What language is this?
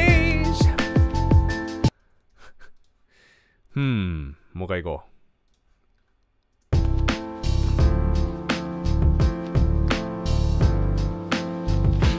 Japanese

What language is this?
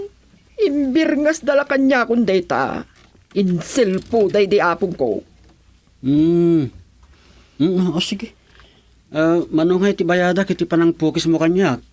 Iloko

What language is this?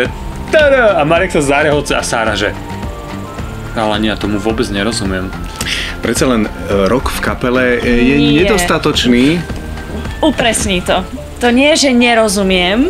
Slovak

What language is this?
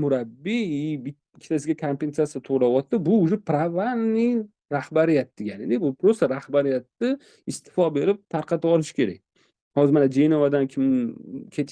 Uzbek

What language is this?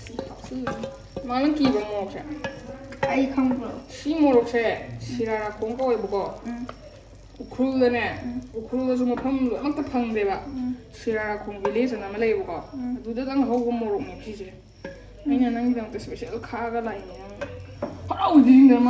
Manipuri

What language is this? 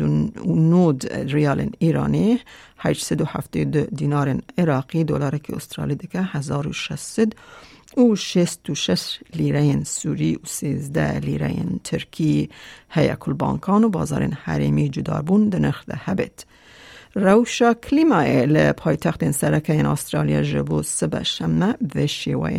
Kurdish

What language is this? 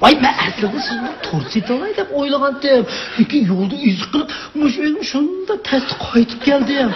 Uyghur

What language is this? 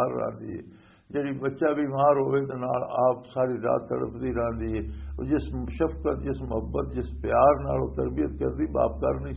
Western Panjabi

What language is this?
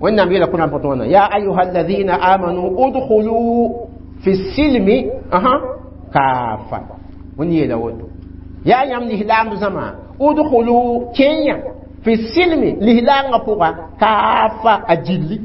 Mossi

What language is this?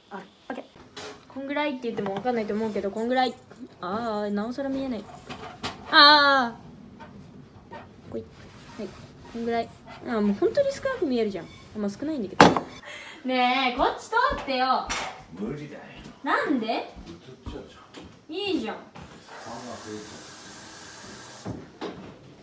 Japanese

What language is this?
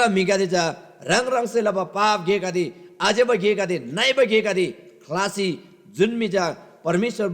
Eastern Tamang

